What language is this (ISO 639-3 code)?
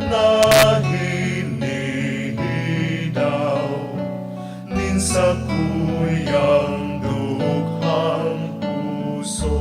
bik